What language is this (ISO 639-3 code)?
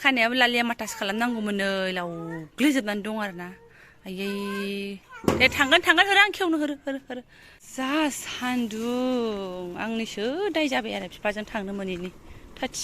brx